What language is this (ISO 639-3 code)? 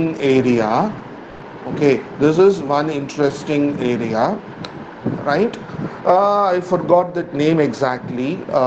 eng